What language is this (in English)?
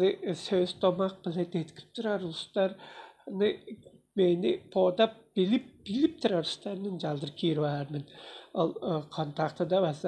Tuvinian